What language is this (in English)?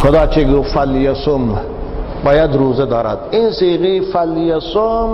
Tajik